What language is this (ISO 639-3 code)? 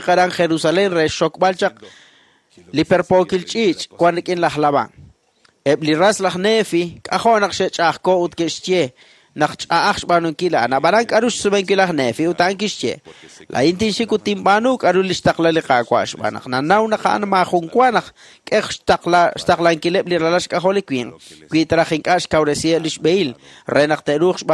kek